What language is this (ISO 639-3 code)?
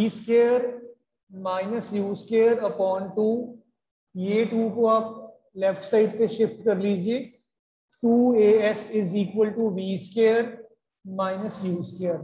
hin